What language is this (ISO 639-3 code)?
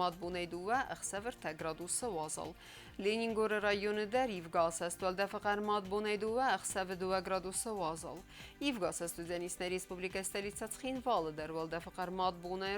oss